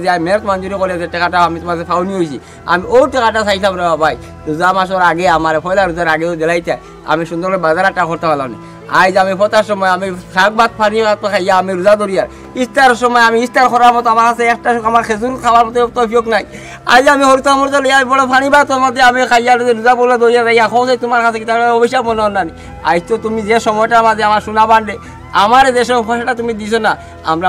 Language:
Sylheti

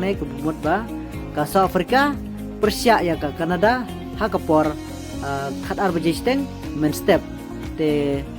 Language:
Khasi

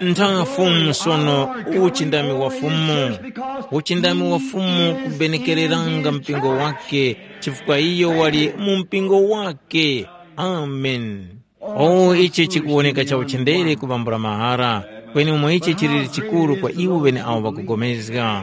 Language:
Tumbuka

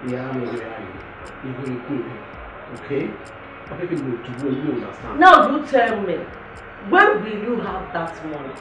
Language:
Bini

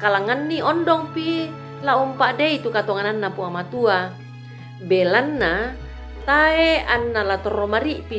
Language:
Toraja-Sa'dan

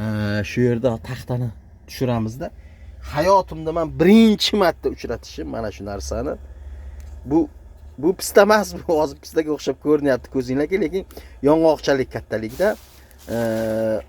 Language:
Uzbek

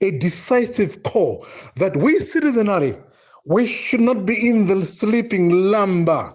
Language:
Nyanja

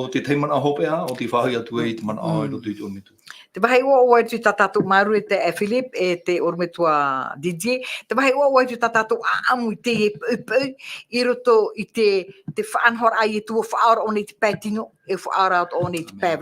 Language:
Tahitian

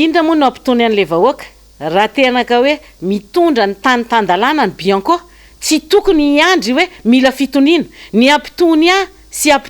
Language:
Malagasy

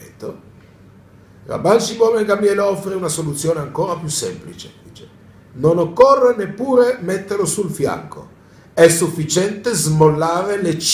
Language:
Italian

